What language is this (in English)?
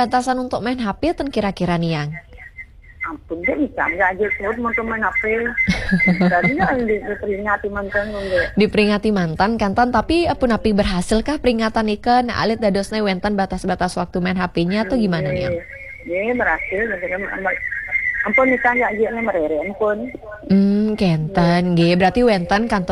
Balinese